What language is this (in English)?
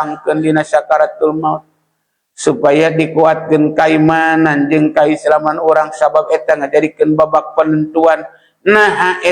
Sundanese